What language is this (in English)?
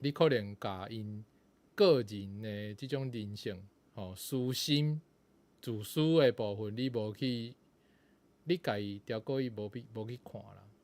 Min Nan Chinese